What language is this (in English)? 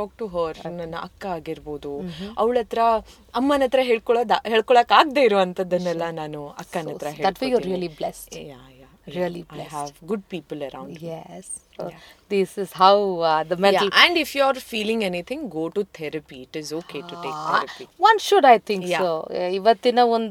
Kannada